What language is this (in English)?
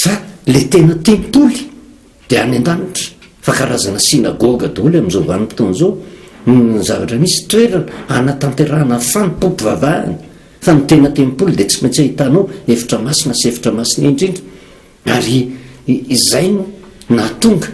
Malagasy